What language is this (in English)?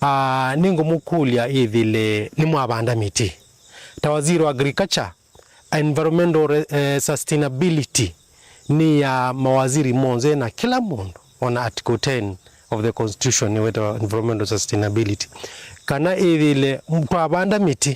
Kamba